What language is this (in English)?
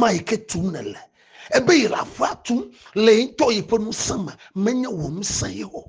Ewe